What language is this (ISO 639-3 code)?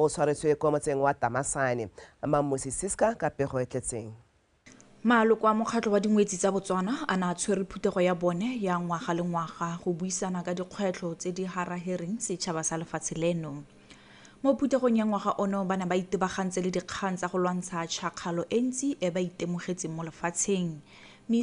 tsn